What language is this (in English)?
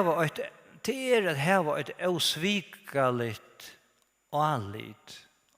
Faroese